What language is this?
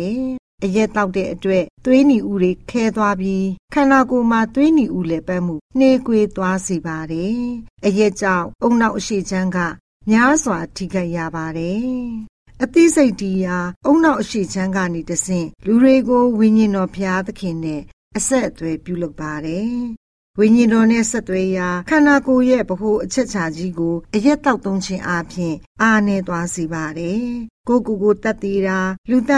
Burmese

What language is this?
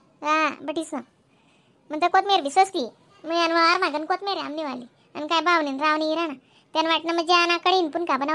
Khandesi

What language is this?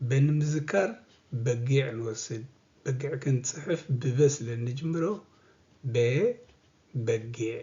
Tigrinya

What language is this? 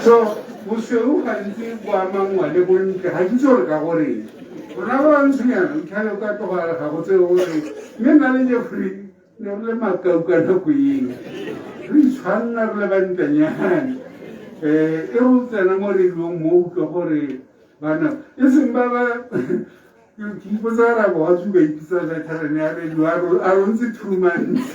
Tswana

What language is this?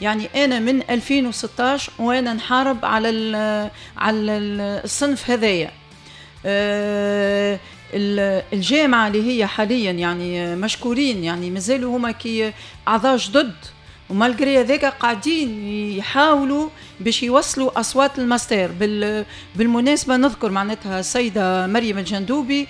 Tunisian Arabic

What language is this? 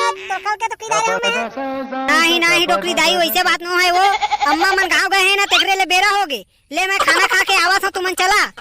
Chhattisgarhi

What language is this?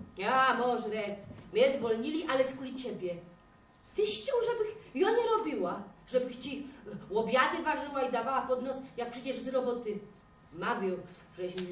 Silesian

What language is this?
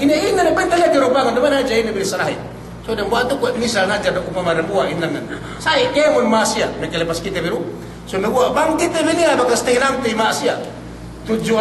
Yakan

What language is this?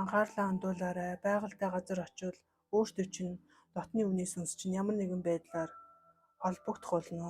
Mongolian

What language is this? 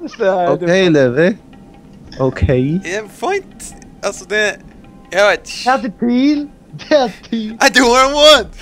Faroese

